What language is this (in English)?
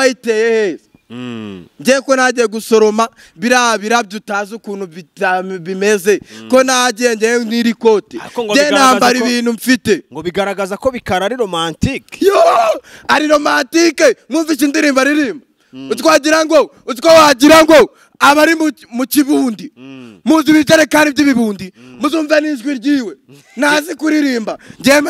Kinyarwanda